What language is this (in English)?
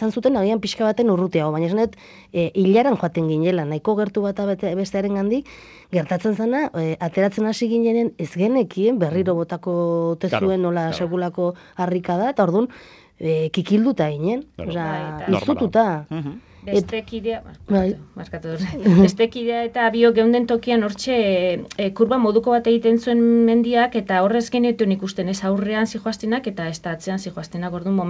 Basque